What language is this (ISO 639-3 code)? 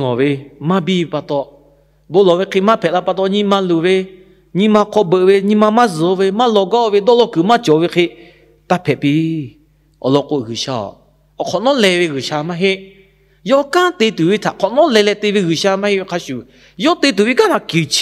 lhu